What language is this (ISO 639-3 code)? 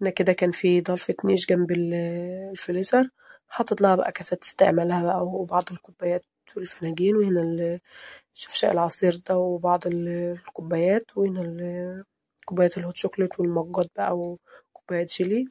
arz